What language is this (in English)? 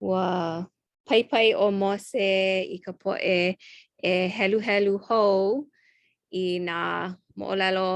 Hawaiian